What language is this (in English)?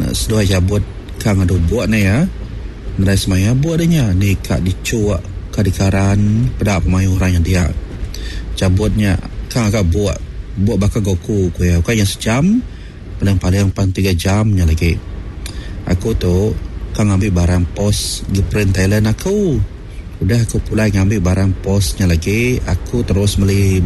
Iban